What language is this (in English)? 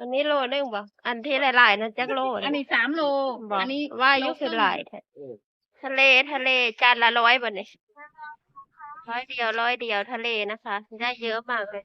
Northeastern Thai